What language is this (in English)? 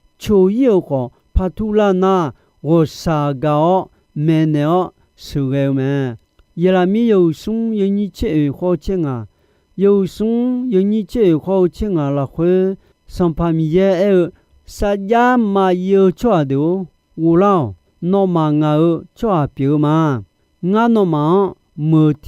Akha